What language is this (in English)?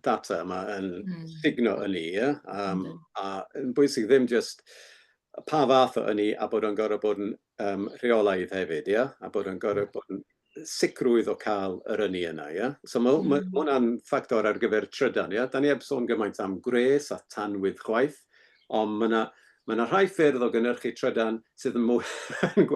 Welsh